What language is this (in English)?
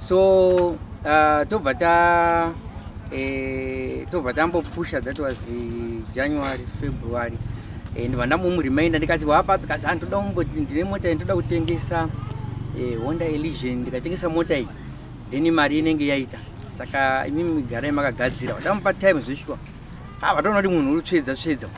Shona